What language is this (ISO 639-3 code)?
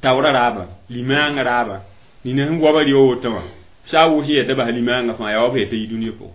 mos